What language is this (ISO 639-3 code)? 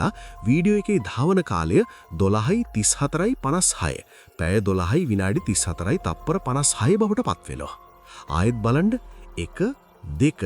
sin